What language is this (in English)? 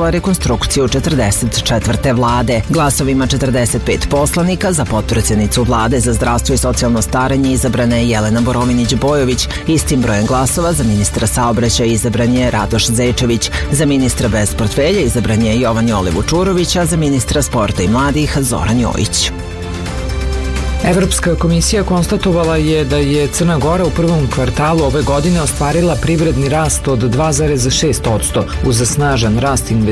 Serbian